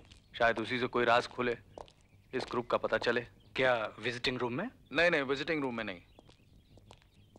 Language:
Hindi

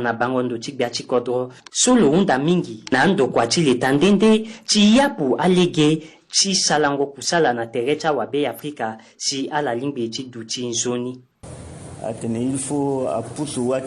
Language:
Sango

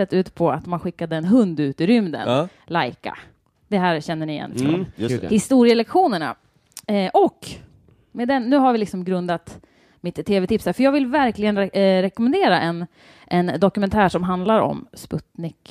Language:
Swedish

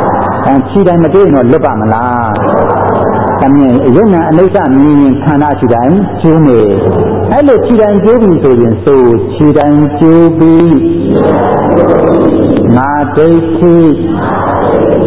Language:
Burmese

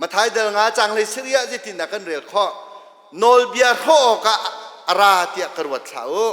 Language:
Hakha Chin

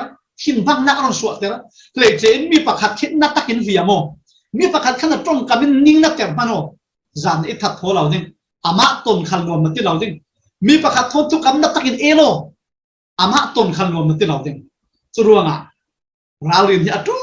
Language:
Falam Chin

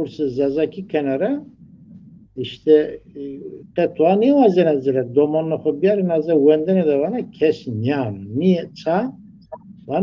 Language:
Zaza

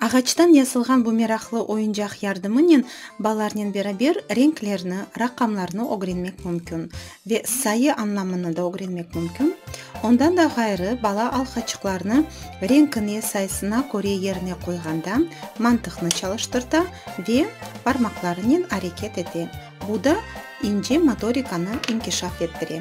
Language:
Crimean Tatar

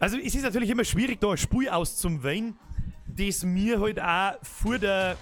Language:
Bavarian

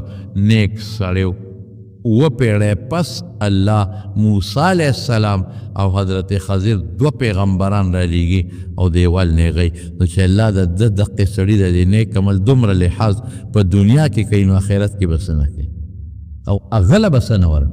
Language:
Pashto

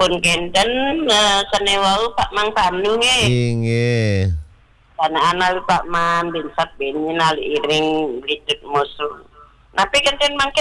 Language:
Balinese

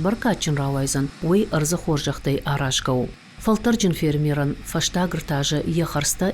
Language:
Ossetic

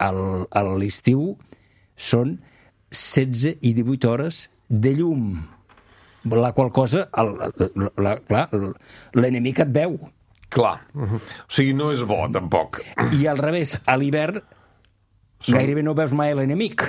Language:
Catalan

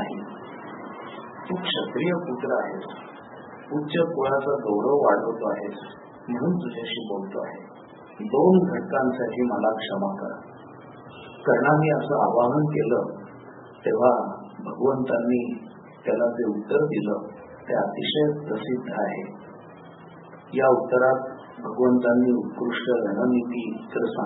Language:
Marathi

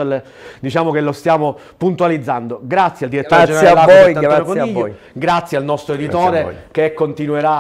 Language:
Italian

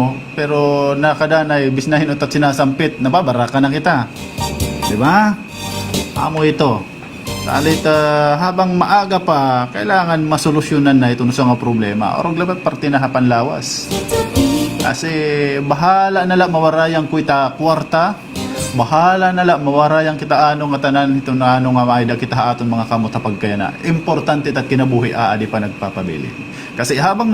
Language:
Waray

